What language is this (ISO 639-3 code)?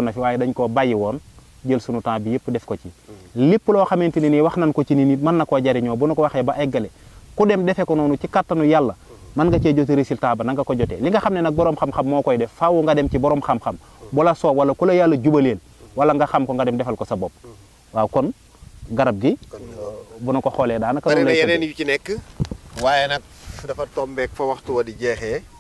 wol